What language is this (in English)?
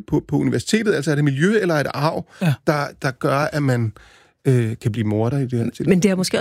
Danish